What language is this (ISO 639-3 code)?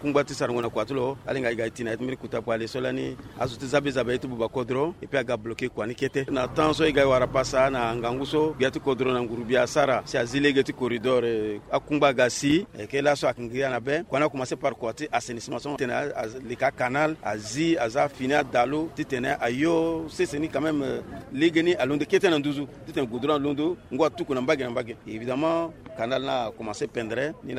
sag